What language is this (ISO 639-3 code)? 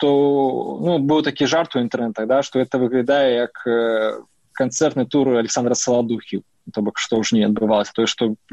bel